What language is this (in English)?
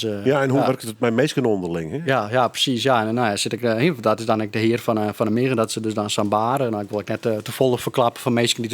Western Frisian